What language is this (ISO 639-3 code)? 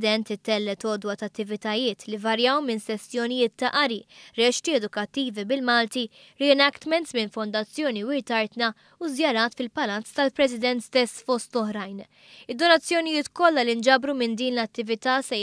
mlt